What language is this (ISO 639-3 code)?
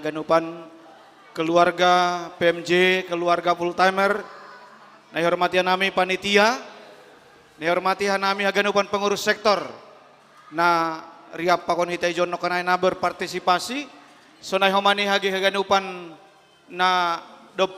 bts